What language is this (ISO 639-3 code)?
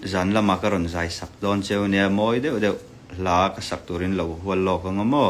lus